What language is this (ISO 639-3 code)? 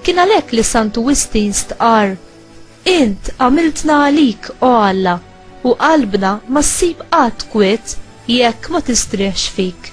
mlt